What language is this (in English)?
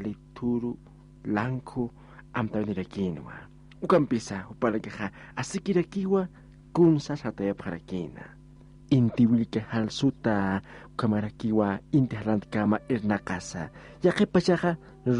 Aymara